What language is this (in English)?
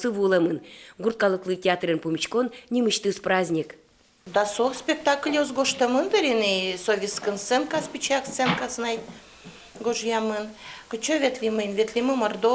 Udmurt